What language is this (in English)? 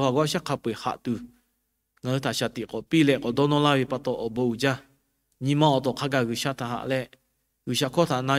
Lahu